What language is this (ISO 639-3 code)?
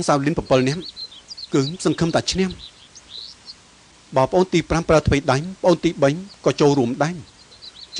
khm